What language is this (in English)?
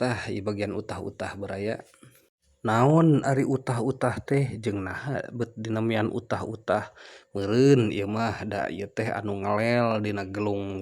Sundanese